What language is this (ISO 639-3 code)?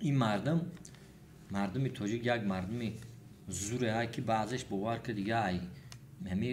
tgk